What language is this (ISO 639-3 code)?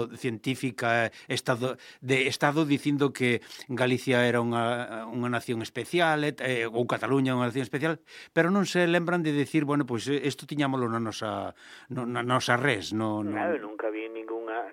glg